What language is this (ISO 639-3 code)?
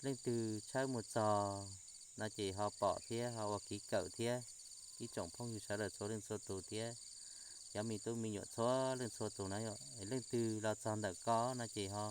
hmn